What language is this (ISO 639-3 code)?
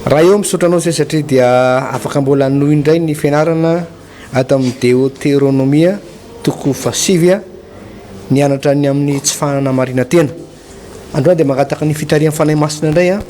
mlg